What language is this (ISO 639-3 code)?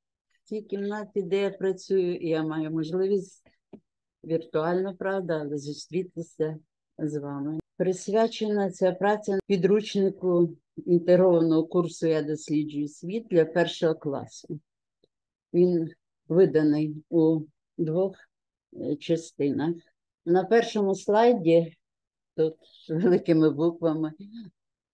ukr